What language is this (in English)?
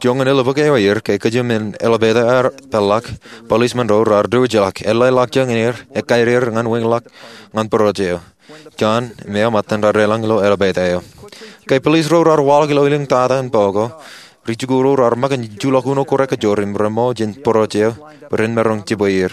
Marshallese